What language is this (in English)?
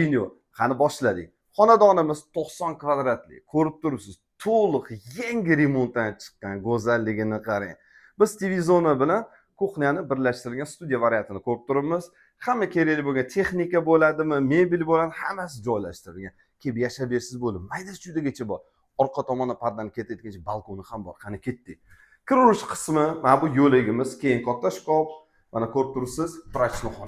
Uzbek